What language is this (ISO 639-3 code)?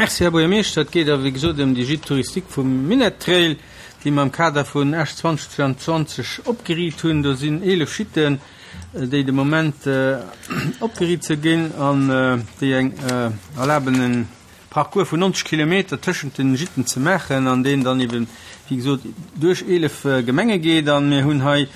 ltz